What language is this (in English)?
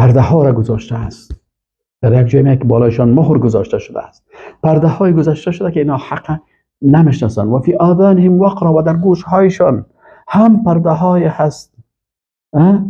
Persian